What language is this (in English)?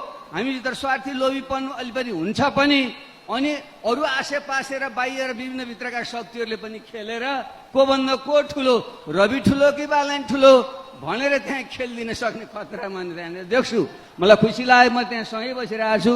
Nepali